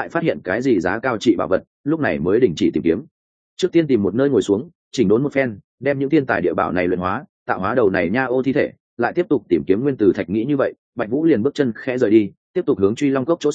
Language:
Vietnamese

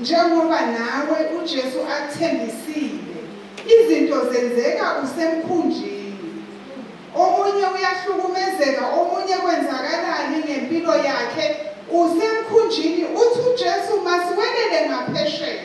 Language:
Zulu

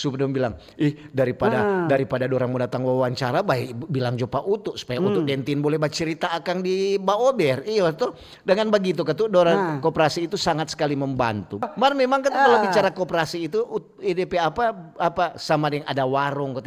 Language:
Manado Malay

